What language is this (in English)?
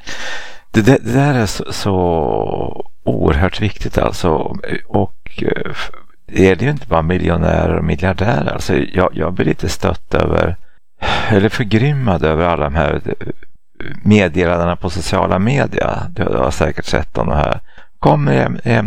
Swedish